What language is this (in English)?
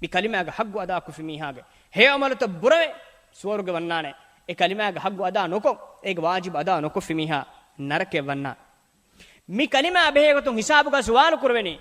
Divehi